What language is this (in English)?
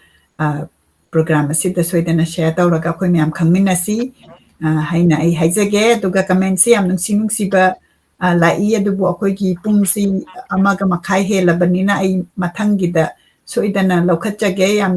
Manipuri